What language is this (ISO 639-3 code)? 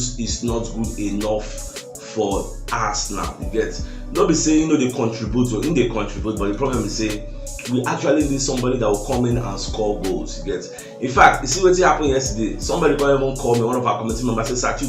pcm